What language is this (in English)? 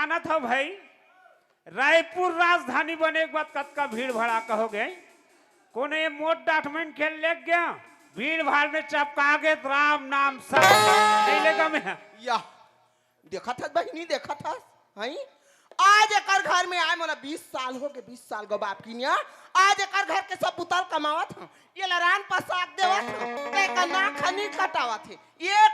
Chhattisgarhi